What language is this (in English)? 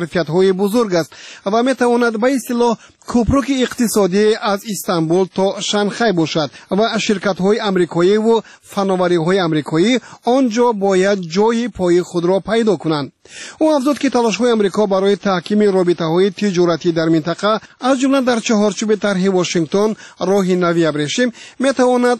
Tajik